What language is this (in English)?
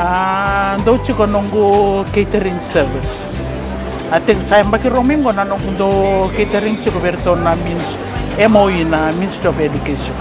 Fijian